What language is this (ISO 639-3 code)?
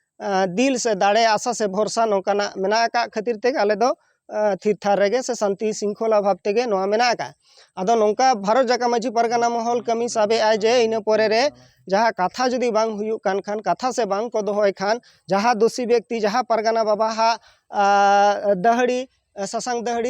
sat